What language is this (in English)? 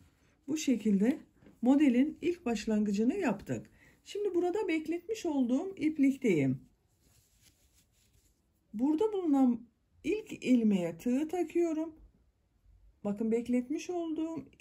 Turkish